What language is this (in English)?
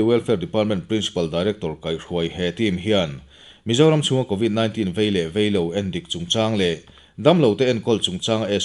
Mizo